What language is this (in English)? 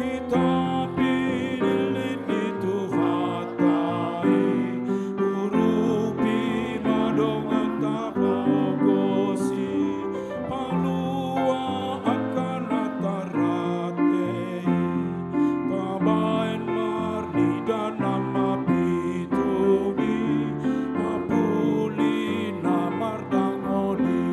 Batak Toba